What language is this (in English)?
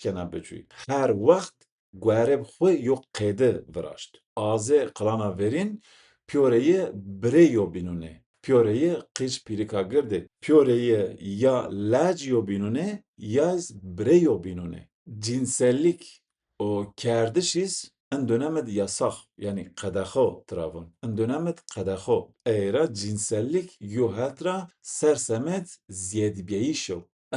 Zaza